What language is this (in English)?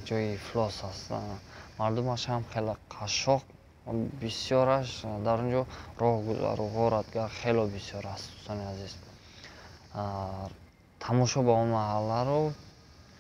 Tajik